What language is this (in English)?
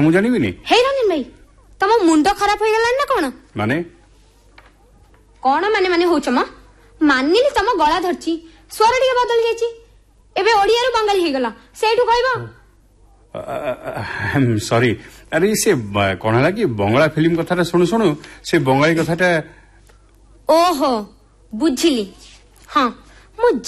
Odia